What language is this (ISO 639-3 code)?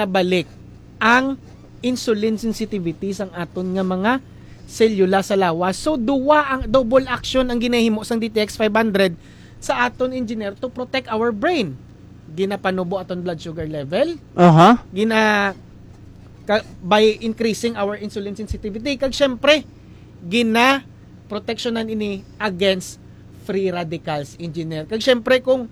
hil